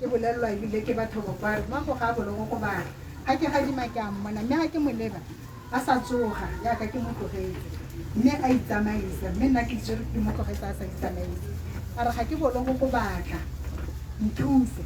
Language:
Tswana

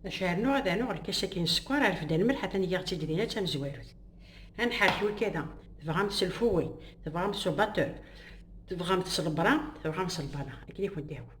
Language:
Kabyle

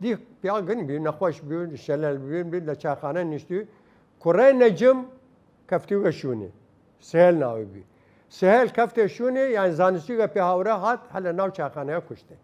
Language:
Southern Kurdish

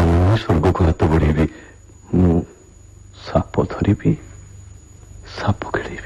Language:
Odia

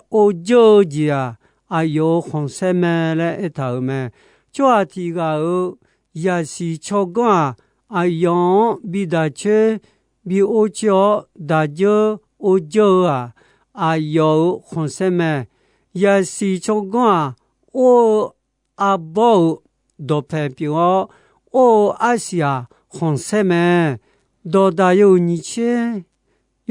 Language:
Akha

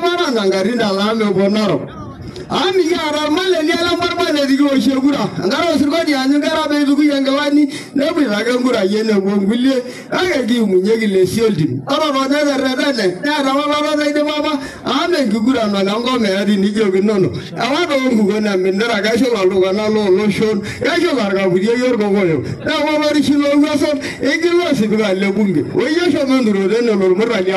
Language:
Masai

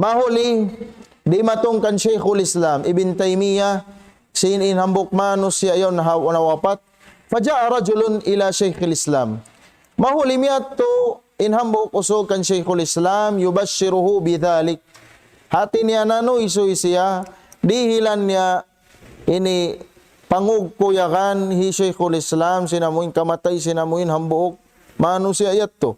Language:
Tausug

